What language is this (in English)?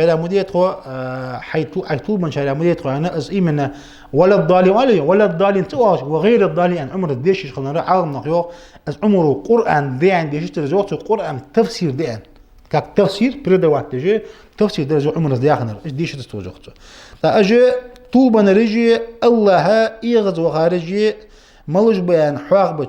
Ingush